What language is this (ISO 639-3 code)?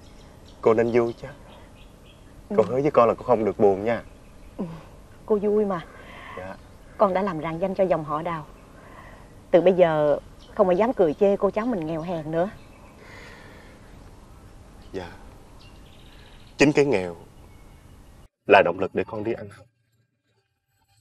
vie